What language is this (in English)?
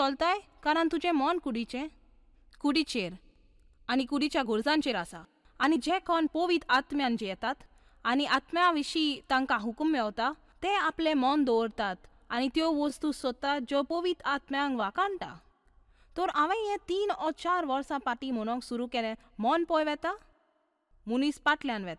Konkani